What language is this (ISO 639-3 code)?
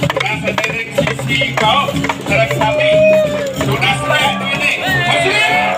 ban